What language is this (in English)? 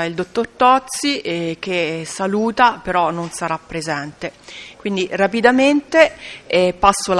Italian